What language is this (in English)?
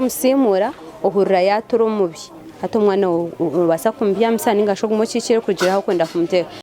Nyankole